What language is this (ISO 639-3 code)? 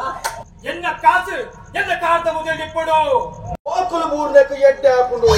tcy